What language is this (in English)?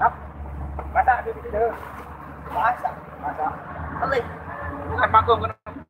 Sasak